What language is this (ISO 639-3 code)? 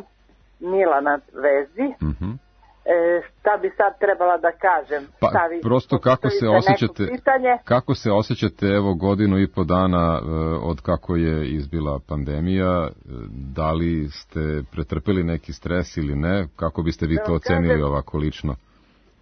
srp